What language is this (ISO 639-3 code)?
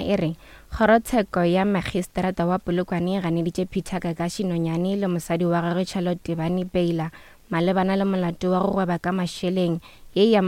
nso